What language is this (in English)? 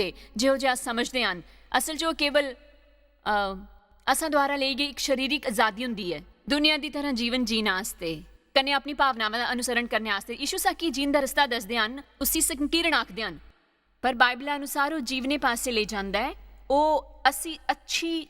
Dogri